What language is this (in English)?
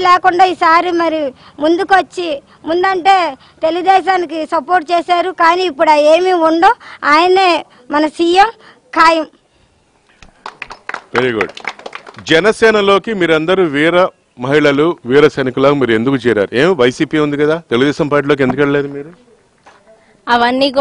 Telugu